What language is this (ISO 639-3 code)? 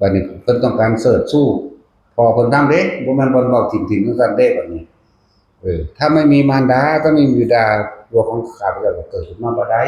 tts